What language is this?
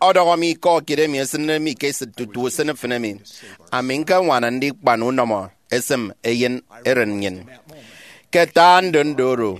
Efik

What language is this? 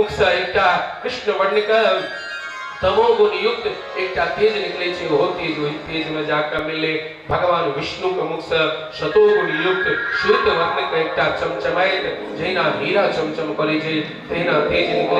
Maithili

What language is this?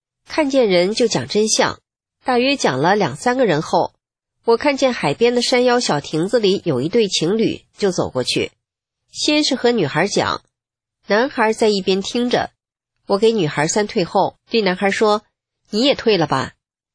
Chinese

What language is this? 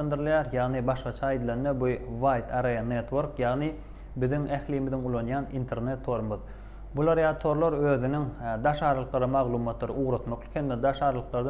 Turkmen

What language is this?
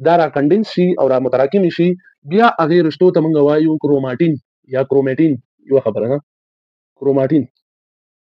Pashto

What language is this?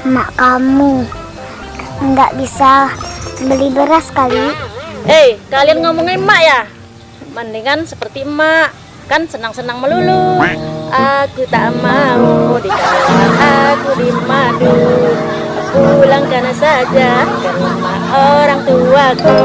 Musi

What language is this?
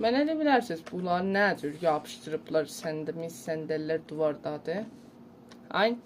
South Azerbaijani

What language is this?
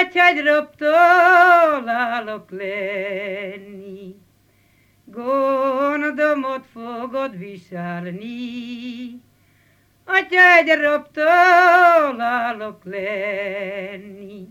Hungarian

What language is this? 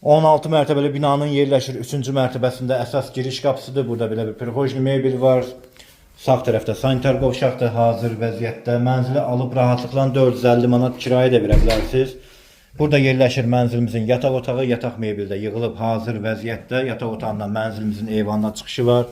Azerbaijani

